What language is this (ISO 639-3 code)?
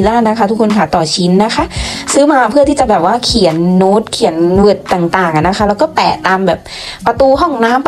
tha